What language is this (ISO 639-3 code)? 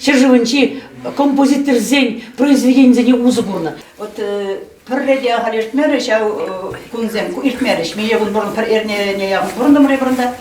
chv